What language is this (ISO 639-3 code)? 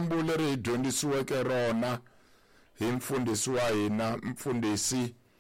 tso